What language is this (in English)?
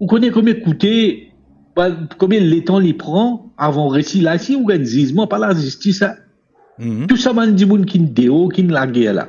Morisyen